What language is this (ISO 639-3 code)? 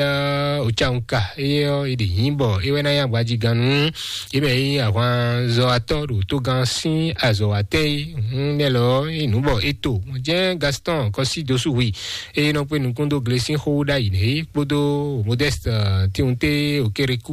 fon